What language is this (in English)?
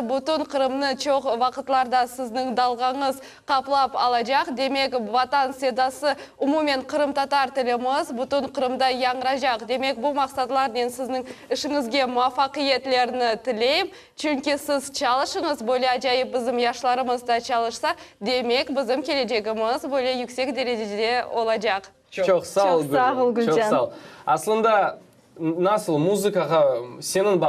Crimean Tatar